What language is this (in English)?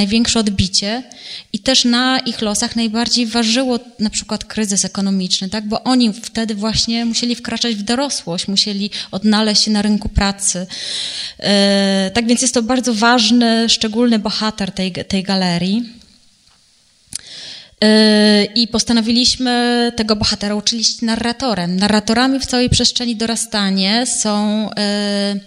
Polish